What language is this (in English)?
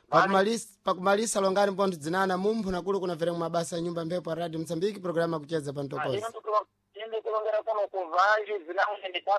Sena